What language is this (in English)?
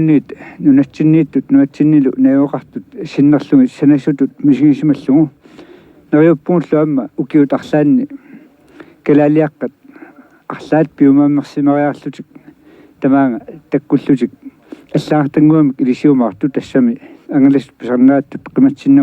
Kalaallisut